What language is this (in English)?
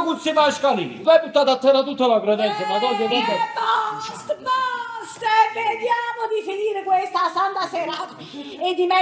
Neapolitan